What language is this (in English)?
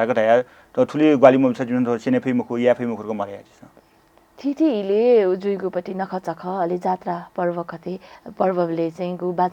Newari